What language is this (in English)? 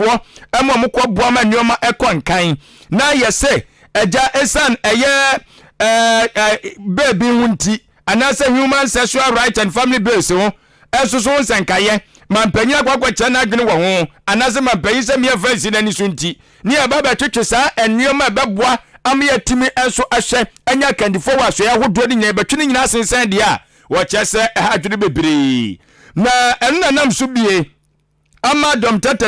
Akan